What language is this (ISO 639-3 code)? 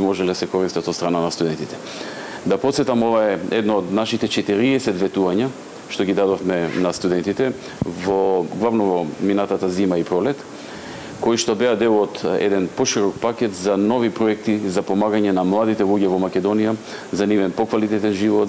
mkd